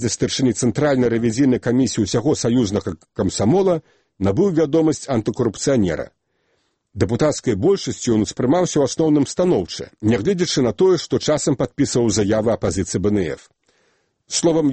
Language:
Belarusian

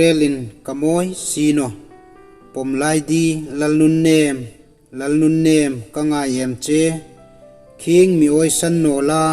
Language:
Hmar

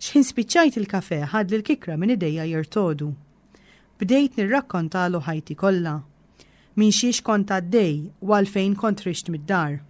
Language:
Maltese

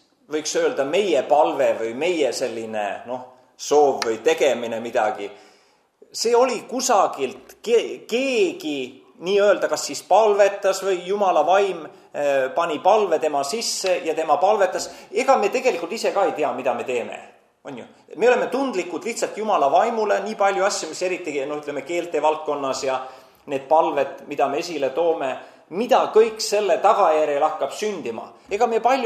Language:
Estonian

